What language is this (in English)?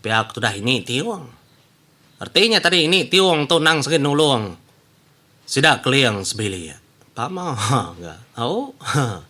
Iban